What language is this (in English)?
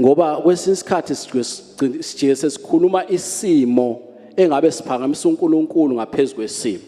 Zulu